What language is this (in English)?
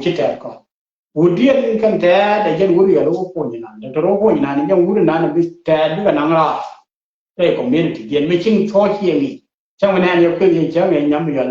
Nuer